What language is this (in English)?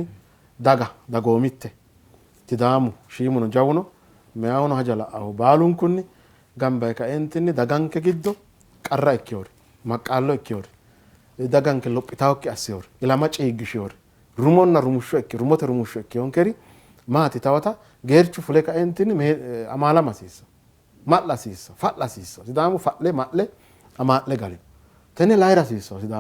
Sidamo